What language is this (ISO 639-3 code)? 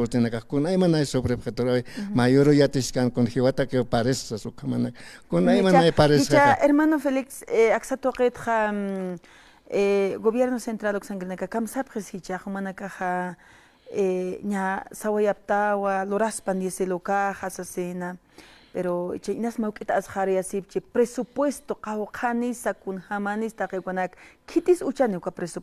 aym